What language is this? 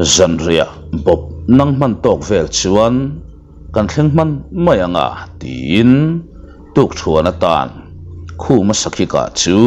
Mizo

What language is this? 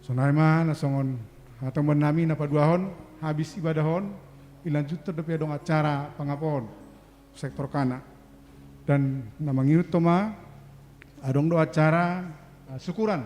Batak Simalungun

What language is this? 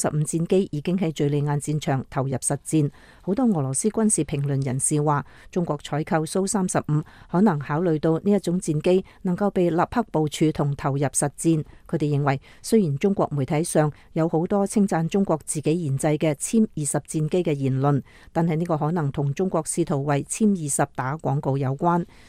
Cantonese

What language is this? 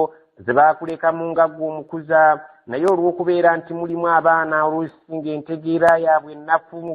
Ganda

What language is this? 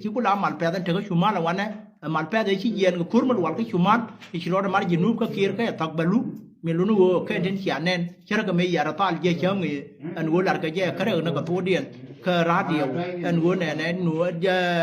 Nuer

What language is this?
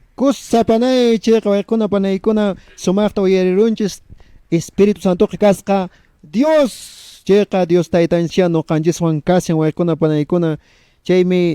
Quechua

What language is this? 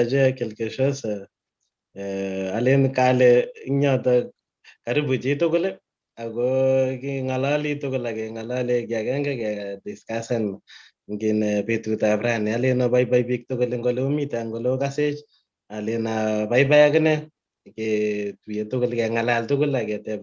Kalenjin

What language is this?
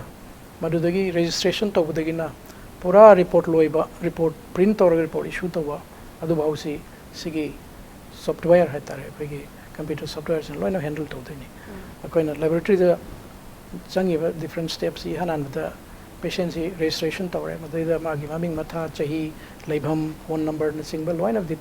Manipuri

